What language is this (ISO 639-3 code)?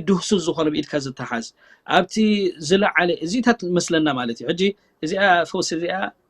tir